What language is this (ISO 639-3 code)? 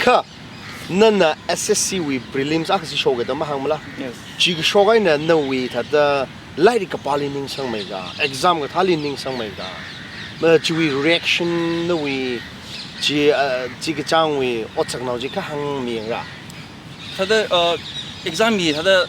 nmf